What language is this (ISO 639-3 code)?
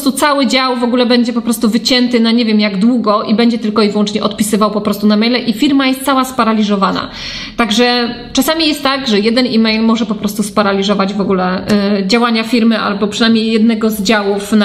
pol